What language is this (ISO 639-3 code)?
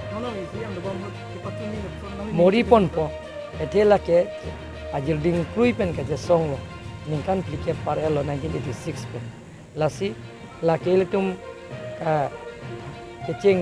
mjw